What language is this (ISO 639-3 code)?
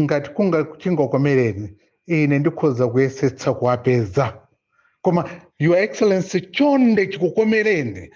nya